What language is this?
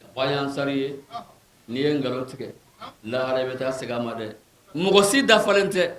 Bambara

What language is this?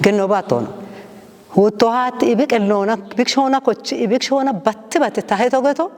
Kafa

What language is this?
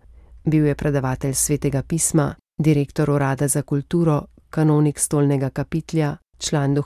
Slovenian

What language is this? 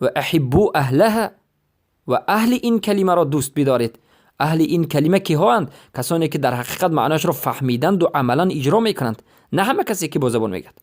Persian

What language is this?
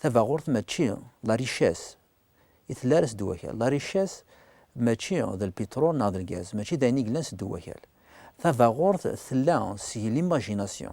Kabyle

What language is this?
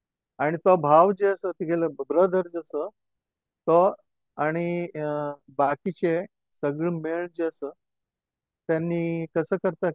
Konkani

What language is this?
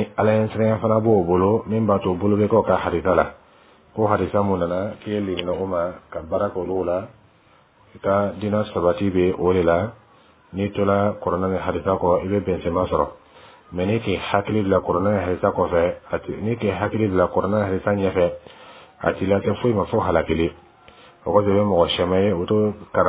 Dyula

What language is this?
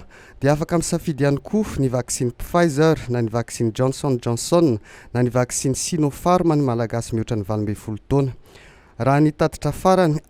Malagasy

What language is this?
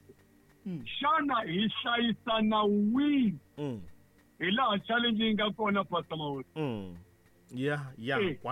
Tsonga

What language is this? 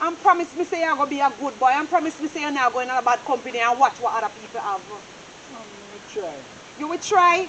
Jamaican Creole English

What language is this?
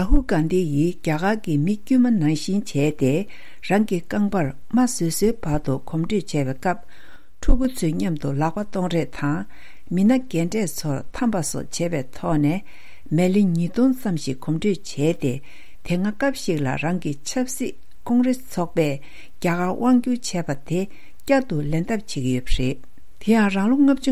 Tibetan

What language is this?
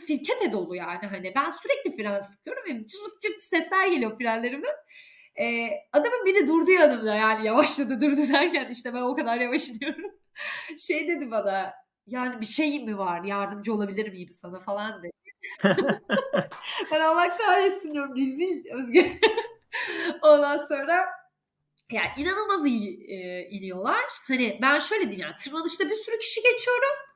Turkish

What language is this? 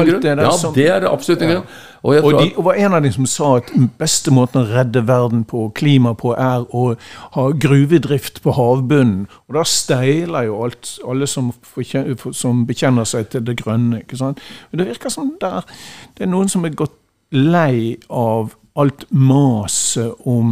Norwegian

